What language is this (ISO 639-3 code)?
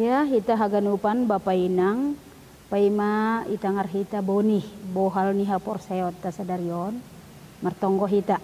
bts